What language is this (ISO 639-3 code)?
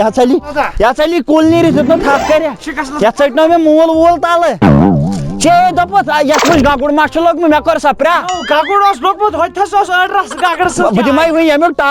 kas